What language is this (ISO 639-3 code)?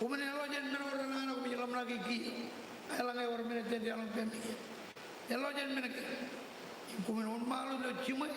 mah